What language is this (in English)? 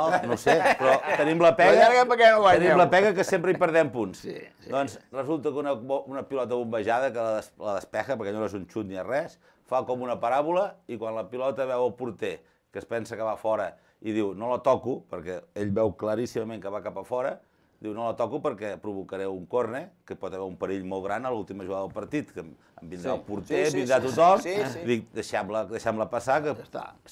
Catalan